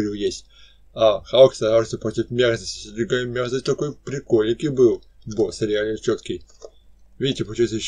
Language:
Russian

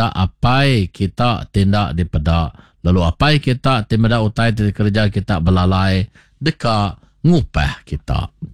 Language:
Iban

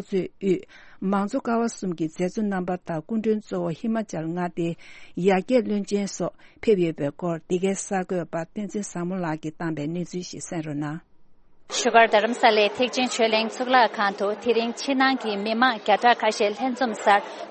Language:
Tibetan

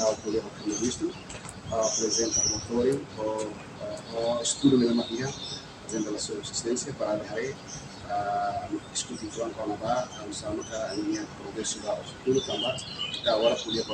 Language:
Tetum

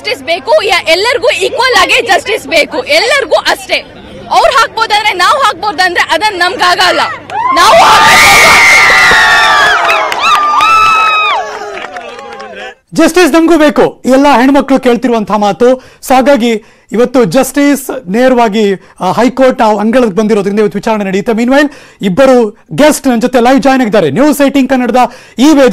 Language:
Kannada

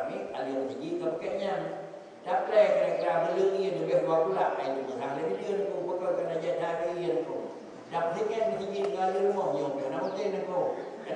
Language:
Achinese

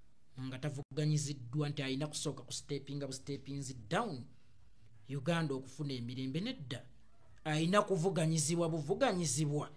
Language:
Ganda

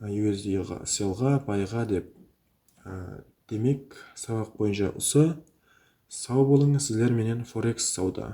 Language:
Kara-Kalpak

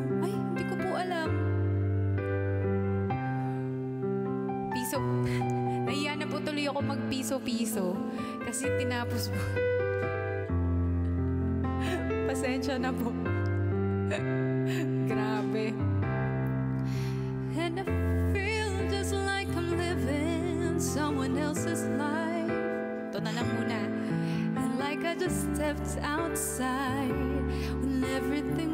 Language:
Filipino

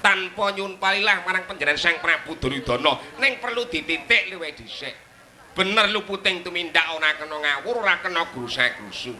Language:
Javanese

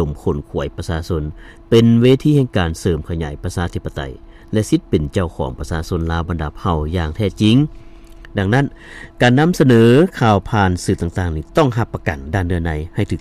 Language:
Lao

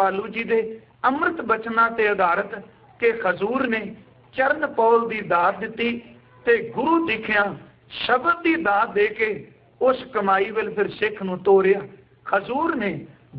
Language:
Punjabi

